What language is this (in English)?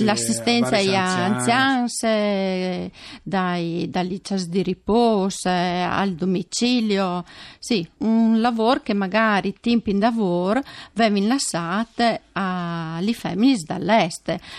Friulian